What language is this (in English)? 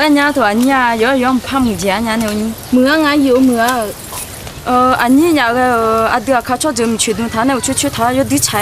Akha